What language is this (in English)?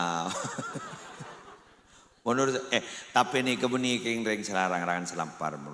Madurese